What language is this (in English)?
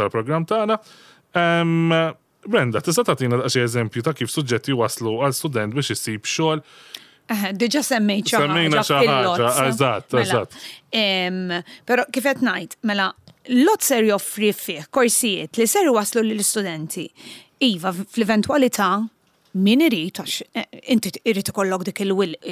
Maltese